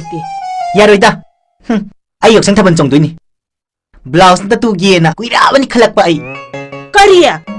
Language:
Manipuri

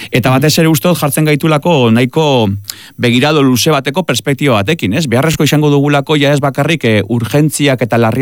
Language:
Basque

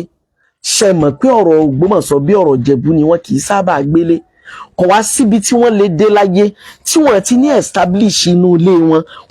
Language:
Yoruba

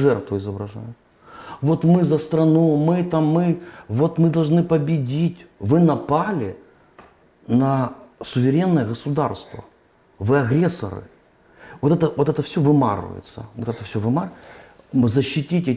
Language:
Russian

